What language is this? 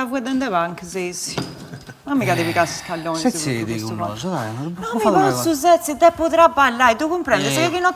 Sardinian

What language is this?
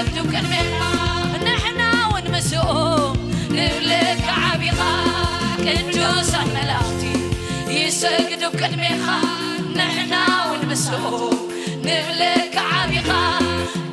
Tigrinya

